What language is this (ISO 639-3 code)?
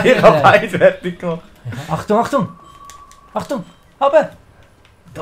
gsw